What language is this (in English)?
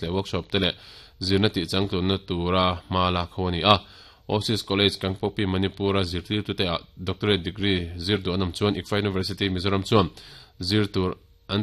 Mizo